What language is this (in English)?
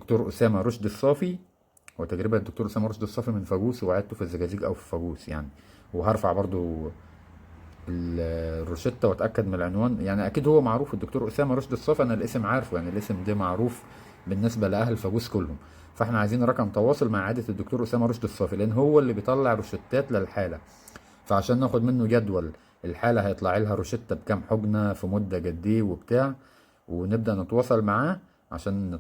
Egyptian Arabic